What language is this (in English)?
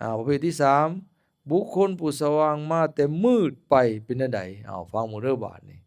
Lao